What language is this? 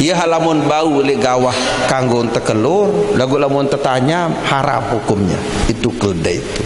Sasak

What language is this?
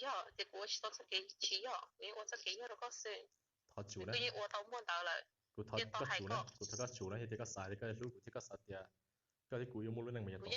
Hmong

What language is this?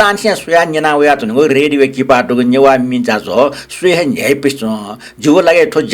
Newari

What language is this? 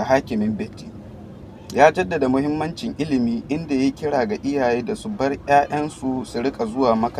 Hausa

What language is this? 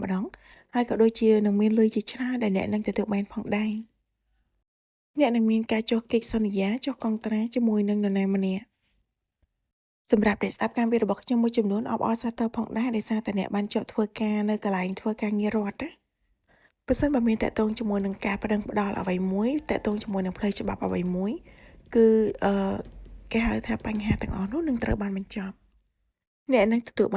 Khmer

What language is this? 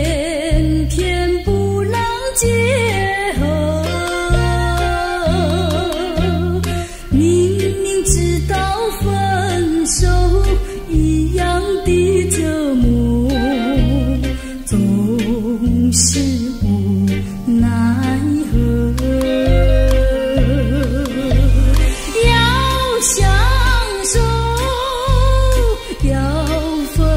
Chinese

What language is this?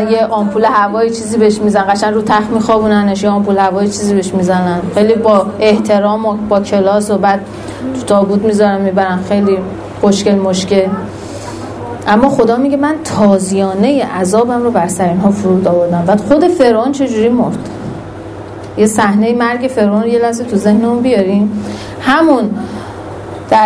Persian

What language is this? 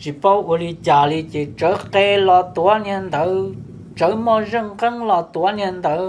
Hmong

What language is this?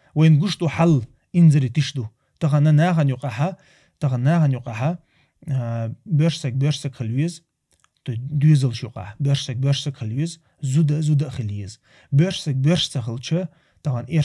Chechen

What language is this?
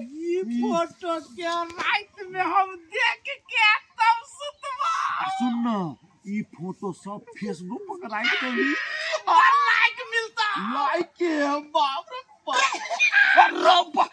Maithili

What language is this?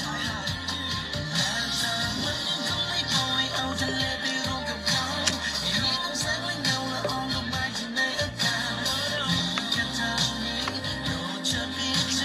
Thai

